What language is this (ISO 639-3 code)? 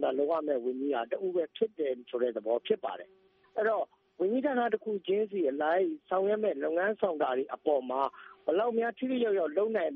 mya